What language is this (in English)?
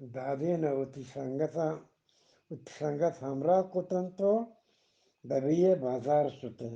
Eastern Balochi